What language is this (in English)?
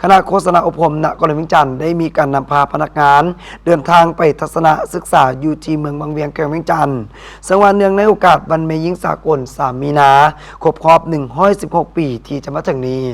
Lao